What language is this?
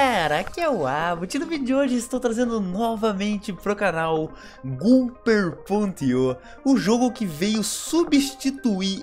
Portuguese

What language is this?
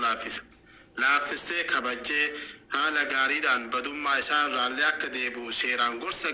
Oromo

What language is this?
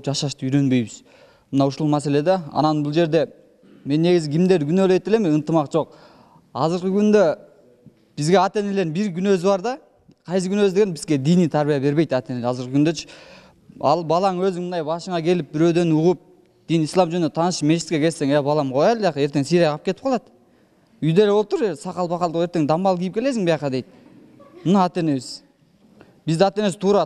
Kyrgyz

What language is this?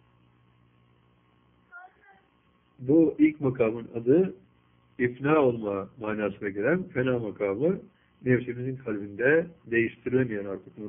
Turkish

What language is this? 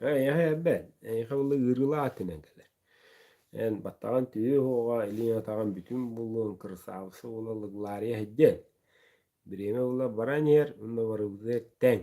Yakut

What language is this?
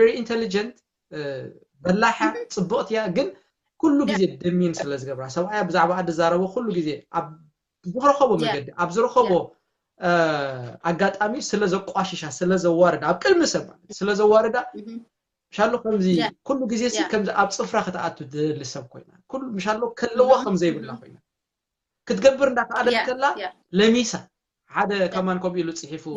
Tigrinya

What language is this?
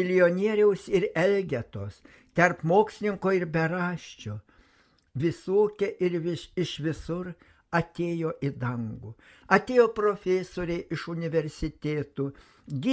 Lithuanian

